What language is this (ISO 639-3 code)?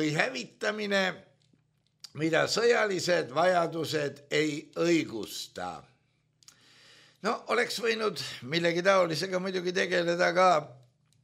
est